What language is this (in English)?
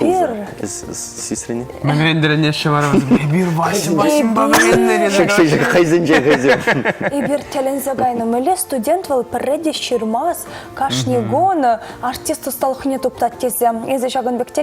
Chuvash